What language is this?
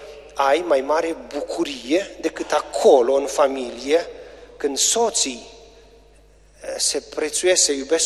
Romanian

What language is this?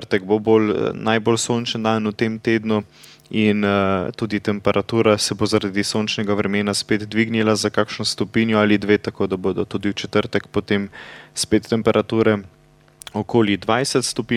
Slovenian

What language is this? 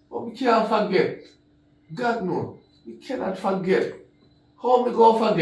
Jamaican Creole English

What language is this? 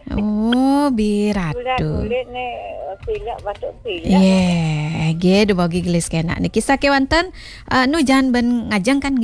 Balinese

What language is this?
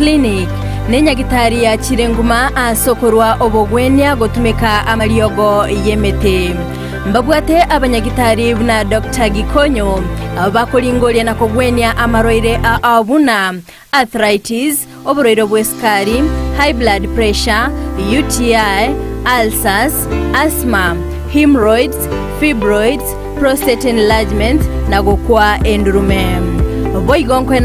Gusii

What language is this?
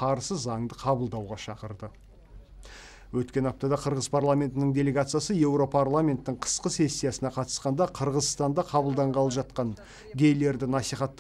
Kazakh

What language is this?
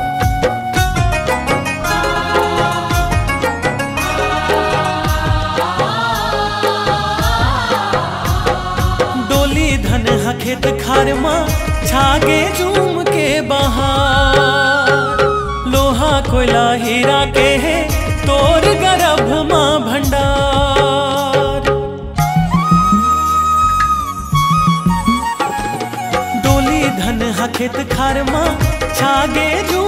Chhattisgarhi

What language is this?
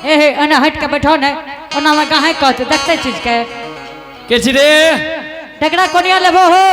Angika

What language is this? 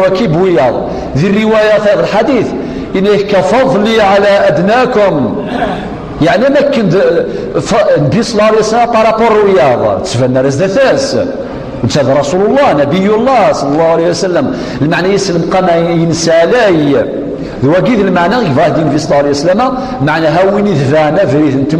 Kabyle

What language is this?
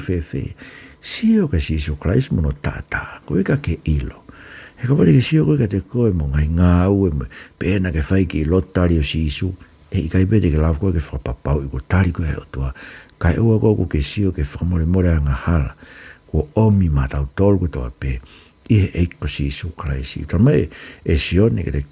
Tongan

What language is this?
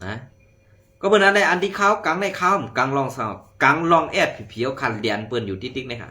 Shan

